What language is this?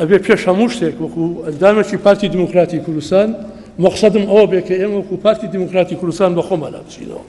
Central Kurdish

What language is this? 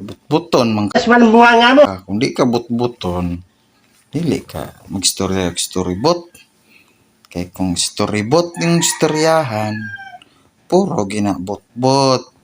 Cebuano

